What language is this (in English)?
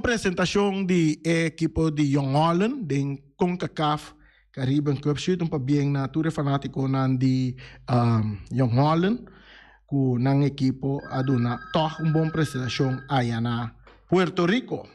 Papiamento